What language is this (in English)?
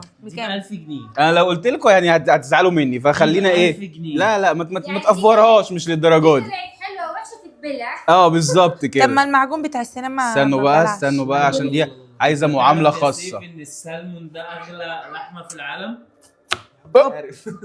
Egyptian Arabic